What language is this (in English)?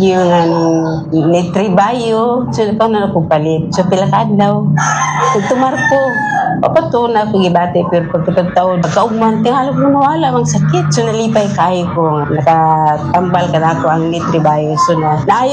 Cebuano